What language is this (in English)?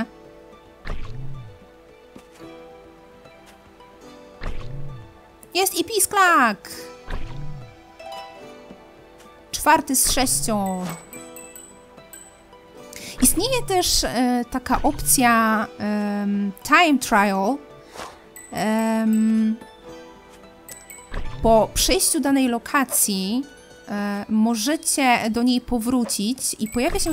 Polish